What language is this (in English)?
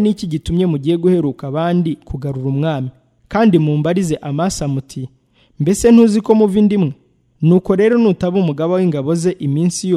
Kinyarwanda